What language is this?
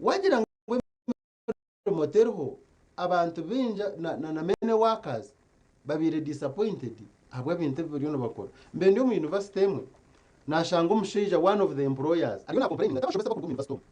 Nyankole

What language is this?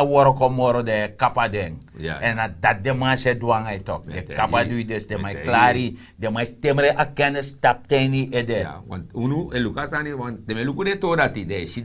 Sranan Tongo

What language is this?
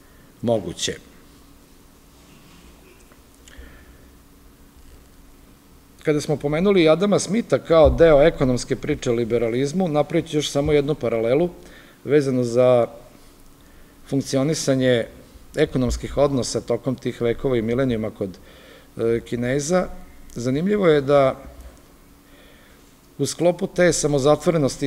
Serbian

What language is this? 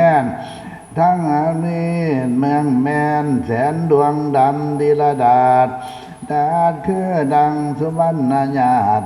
Northeastern Thai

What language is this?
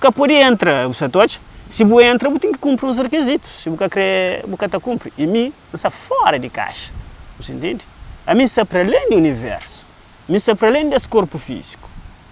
Kabuverdianu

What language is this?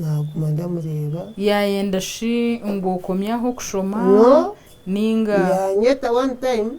Nyankole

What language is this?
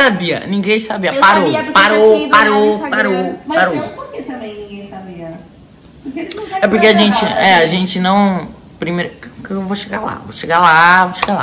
Portuguese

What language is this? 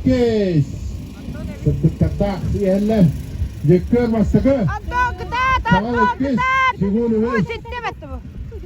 Yakut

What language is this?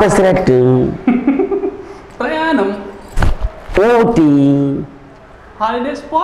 Telugu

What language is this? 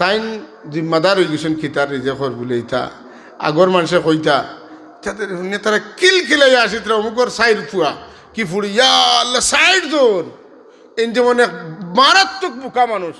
Sylheti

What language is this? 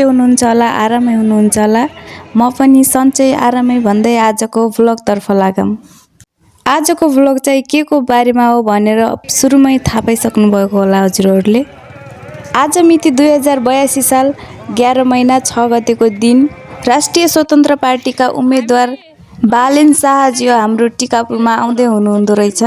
Nepali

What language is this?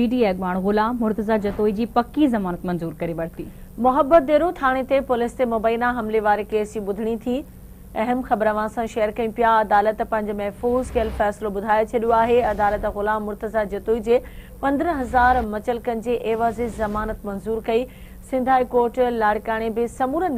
Sindhi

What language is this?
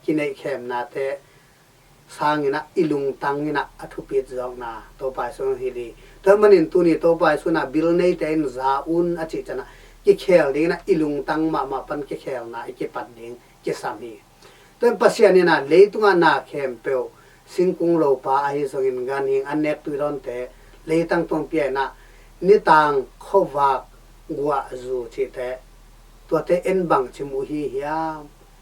Tedim Chin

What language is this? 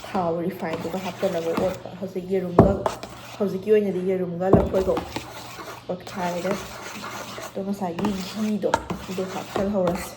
Manipuri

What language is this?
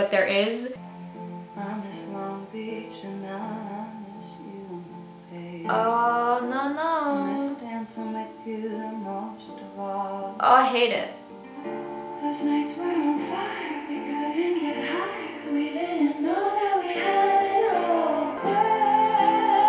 English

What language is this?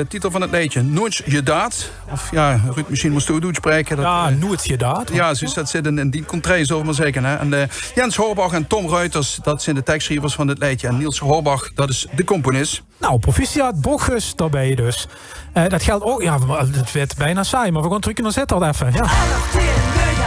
Limburgish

